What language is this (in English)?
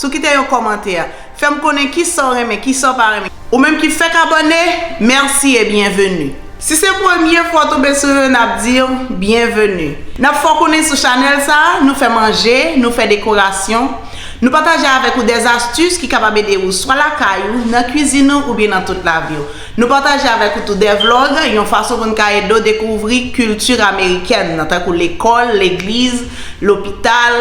Haitian Creole